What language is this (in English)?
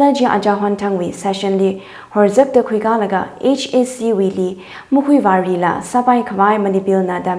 Tangkhul Naga (India)